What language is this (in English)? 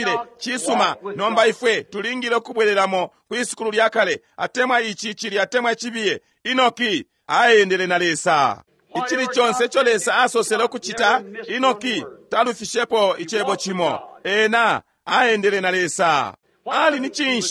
Bemba